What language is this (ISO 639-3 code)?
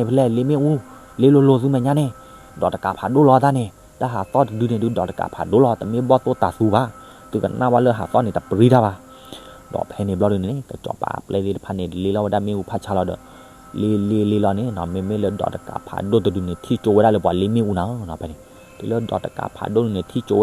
ksw